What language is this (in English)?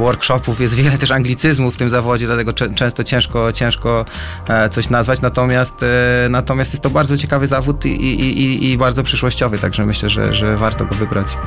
Polish